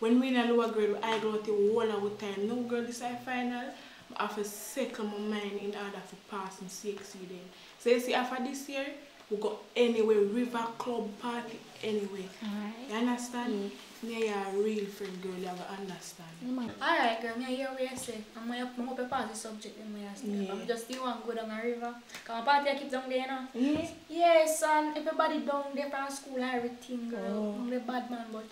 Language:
Jamaican Creole English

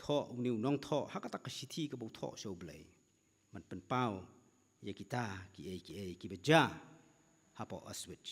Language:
Khasi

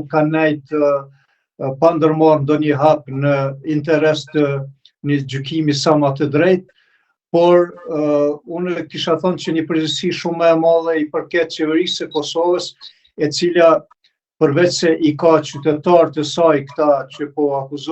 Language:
Albanian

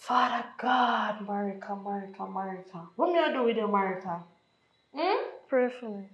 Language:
Jamaican Creole English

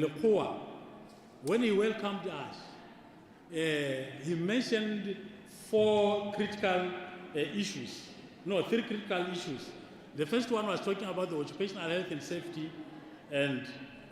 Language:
Tswana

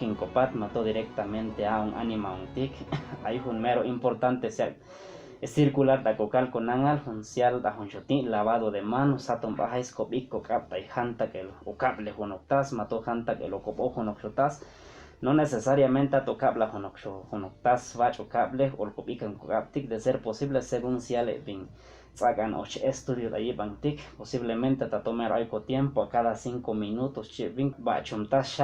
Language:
Chuj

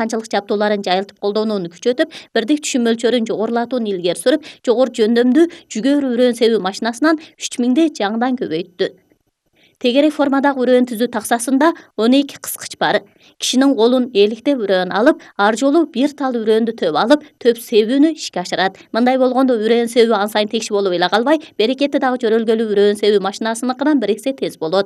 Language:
Kyrgyz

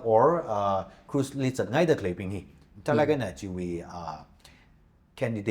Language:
Tangkhul Naga (India)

